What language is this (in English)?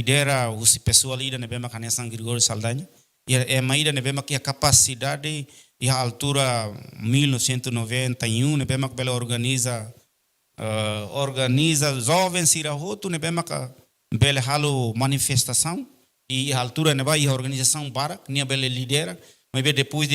Tetum